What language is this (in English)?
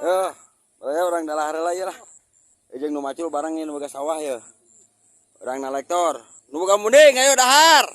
Sundanese